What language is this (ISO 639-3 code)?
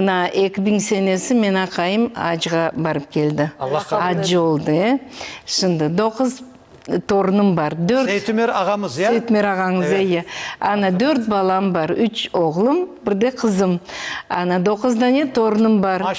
crh